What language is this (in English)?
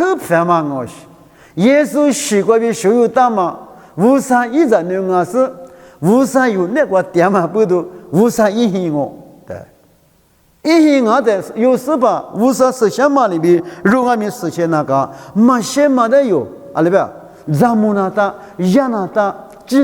Lisu